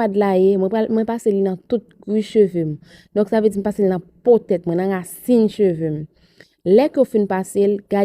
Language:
Haitian Creole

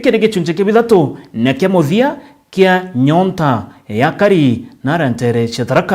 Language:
Meru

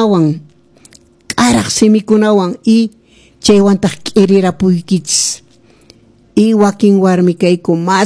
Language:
Quechua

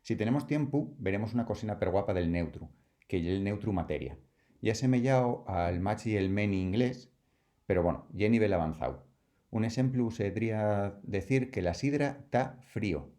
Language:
Asturian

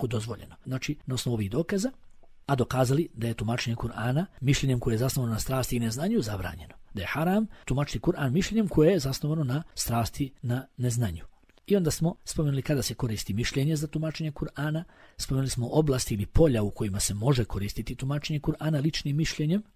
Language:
Bosnian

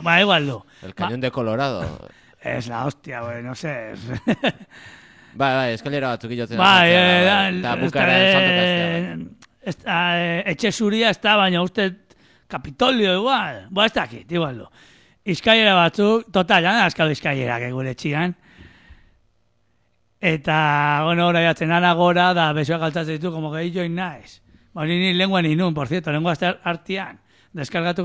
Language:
Basque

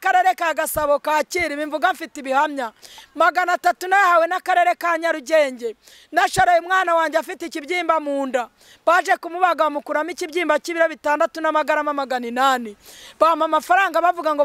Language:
Kinyarwanda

